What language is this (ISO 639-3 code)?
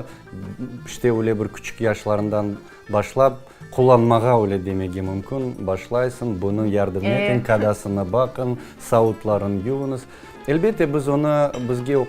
crh